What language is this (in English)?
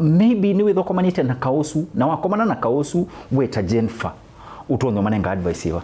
Kamba